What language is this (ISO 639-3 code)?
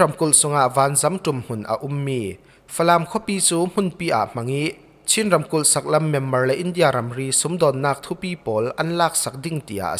cfm